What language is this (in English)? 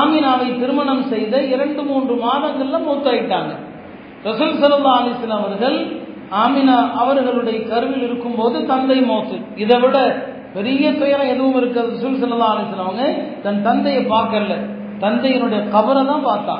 Tamil